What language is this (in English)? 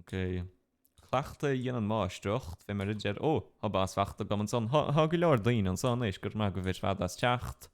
Irish